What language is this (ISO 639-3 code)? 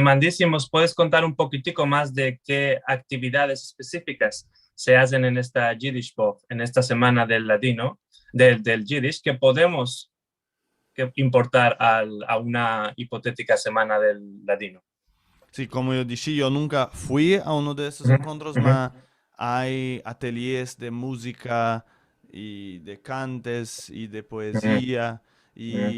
lad